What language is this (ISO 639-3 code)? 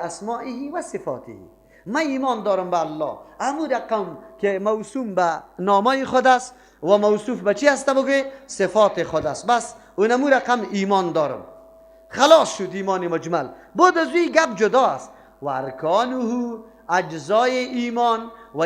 fas